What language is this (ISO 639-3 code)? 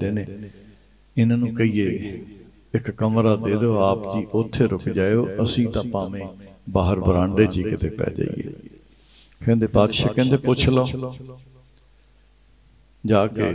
pan